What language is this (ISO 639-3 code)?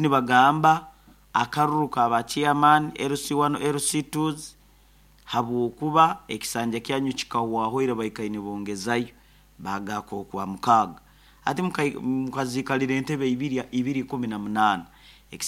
nyo